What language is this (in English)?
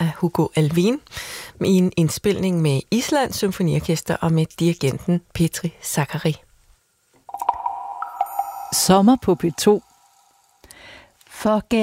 Danish